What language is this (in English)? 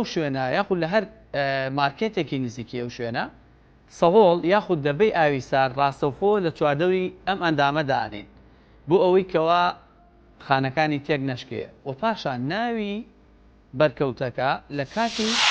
Central Kurdish